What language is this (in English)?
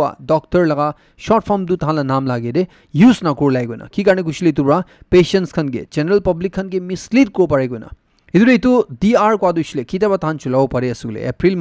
Naga Pidgin